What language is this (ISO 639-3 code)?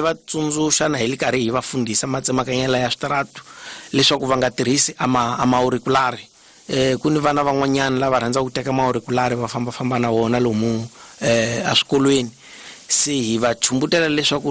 tso